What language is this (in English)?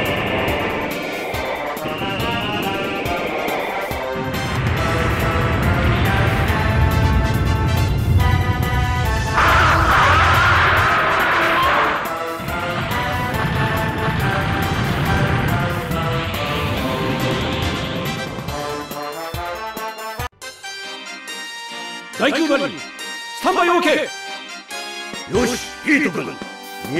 Japanese